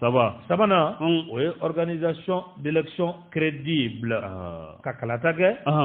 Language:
Bambara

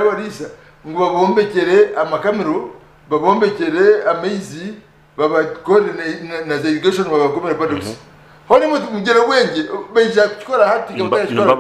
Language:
Nyankole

